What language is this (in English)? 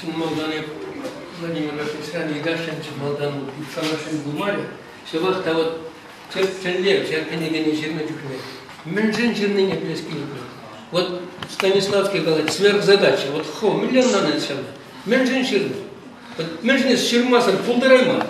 Chuvash